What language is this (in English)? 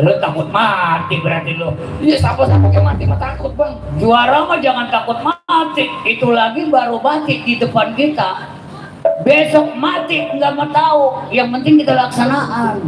Betawi